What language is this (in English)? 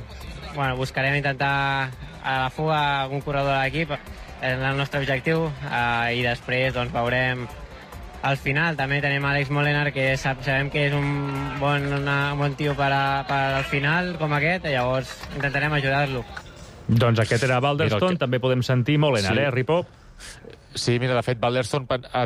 Catalan